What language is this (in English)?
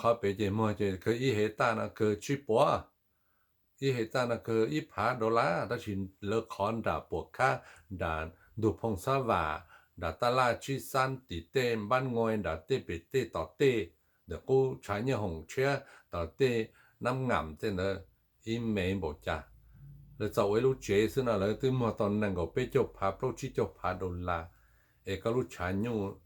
Hmong